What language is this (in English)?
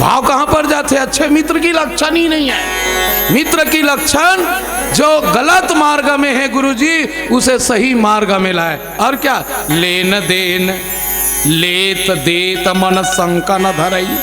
Chhattisgarhi